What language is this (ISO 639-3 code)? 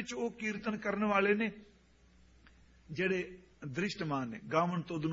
pan